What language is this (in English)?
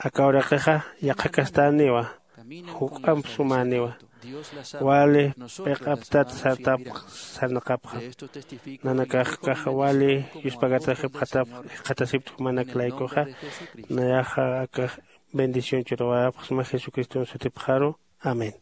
Aymara